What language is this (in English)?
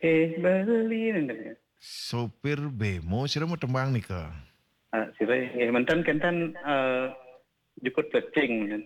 Balinese